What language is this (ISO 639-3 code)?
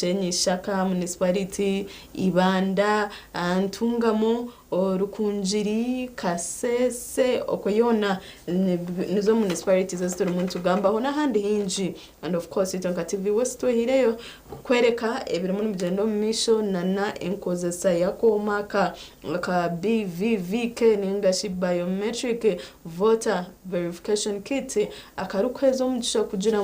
nyn